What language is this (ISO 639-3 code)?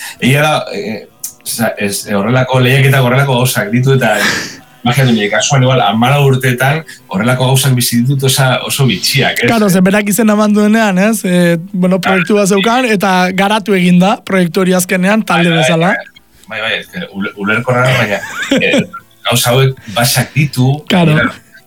eus